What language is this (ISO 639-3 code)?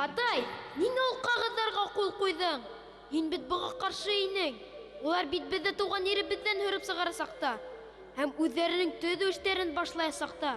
bak